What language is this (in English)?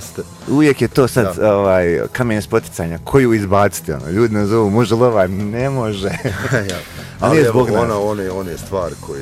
Bosnian